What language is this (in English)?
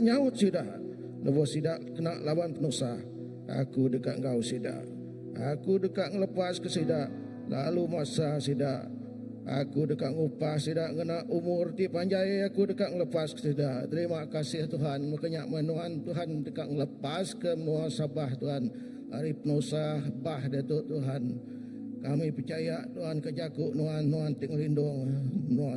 Iban